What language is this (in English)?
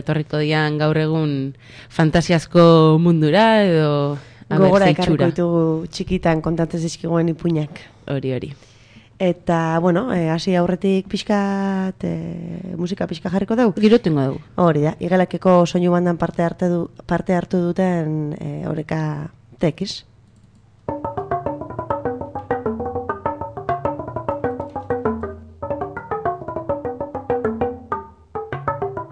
Basque